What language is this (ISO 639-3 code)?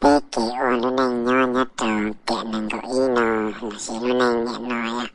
hmn